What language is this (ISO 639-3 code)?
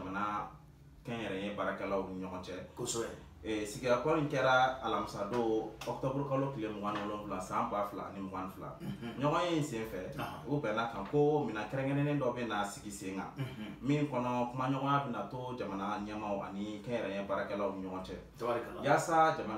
bam